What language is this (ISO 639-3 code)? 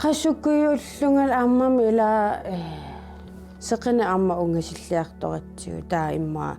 kal